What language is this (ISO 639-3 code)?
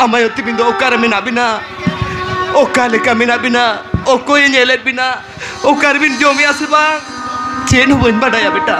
sat